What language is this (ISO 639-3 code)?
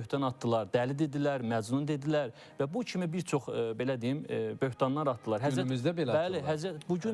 aze